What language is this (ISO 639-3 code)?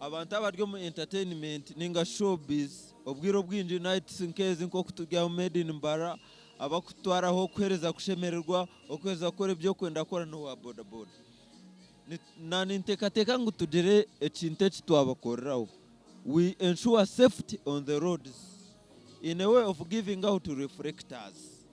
nyn